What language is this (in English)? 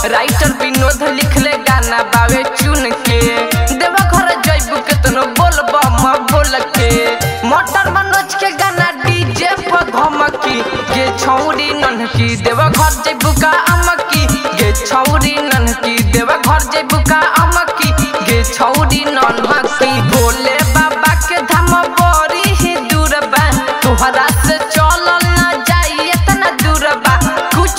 Bhojpuri